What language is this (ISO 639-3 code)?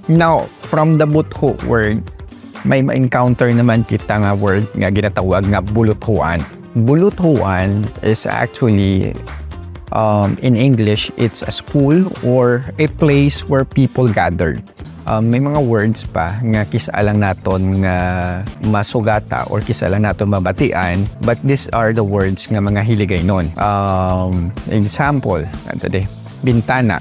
hil